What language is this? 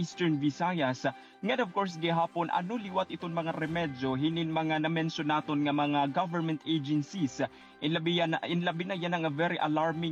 Waray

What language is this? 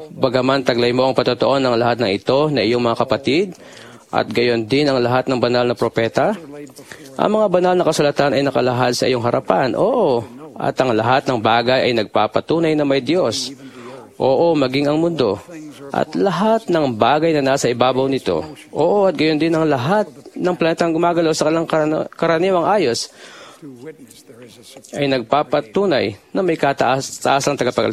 Filipino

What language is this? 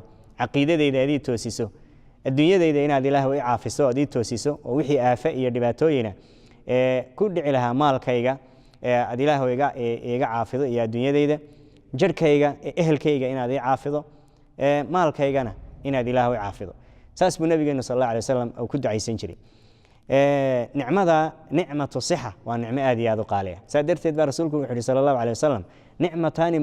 Somali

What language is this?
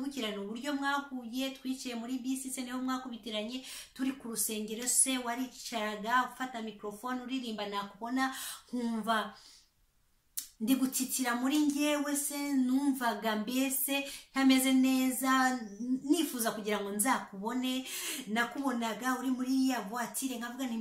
Kinyarwanda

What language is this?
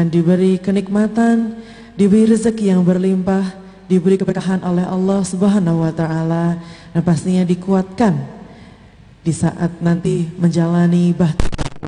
Indonesian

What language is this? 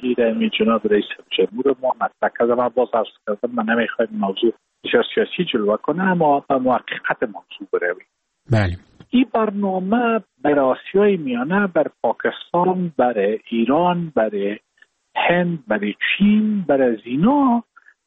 Persian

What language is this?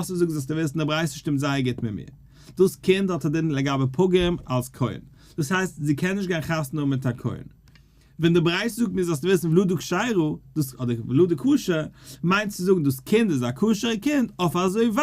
Yiddish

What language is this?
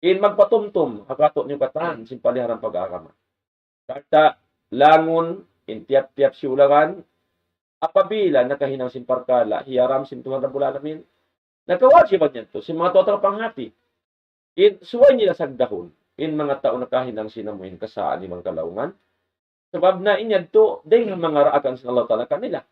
Tausug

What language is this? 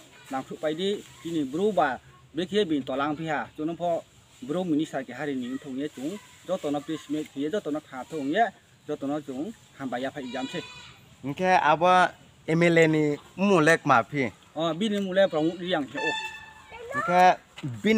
Riang (India)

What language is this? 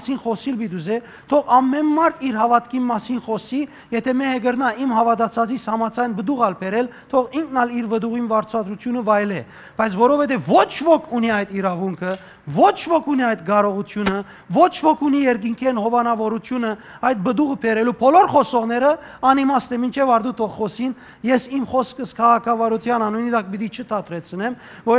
Western Armenian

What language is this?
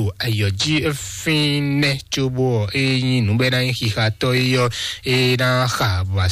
Fon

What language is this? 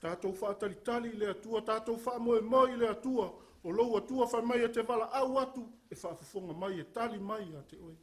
Samoan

